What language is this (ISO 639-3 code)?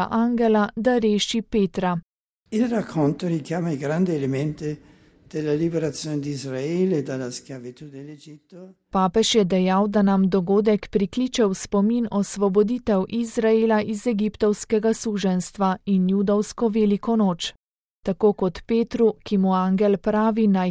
slv